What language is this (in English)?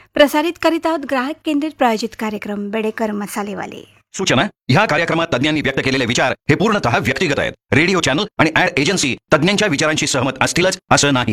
Marathi